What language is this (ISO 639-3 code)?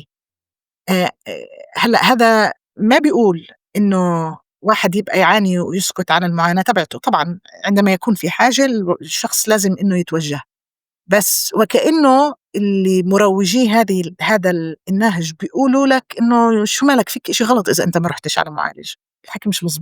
apc